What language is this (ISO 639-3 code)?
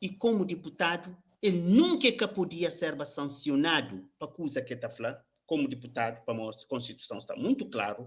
kea